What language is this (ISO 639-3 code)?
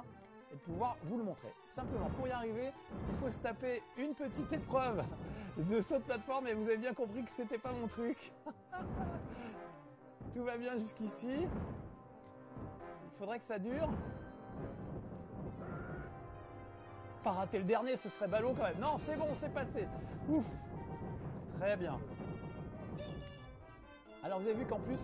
fra